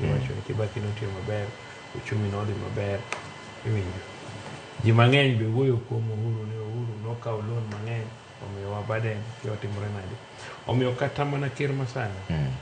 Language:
Luo (Kenya and Tanzania)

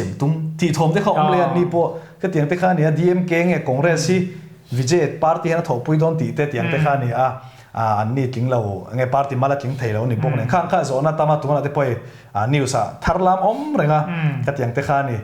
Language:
Mizo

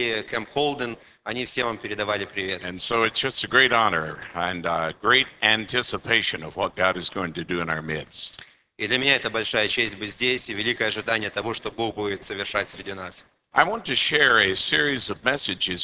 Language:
Russian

